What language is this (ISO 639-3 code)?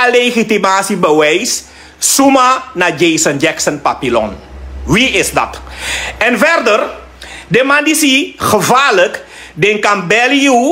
srn